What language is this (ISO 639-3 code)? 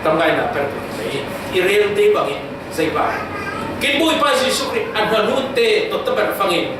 cfm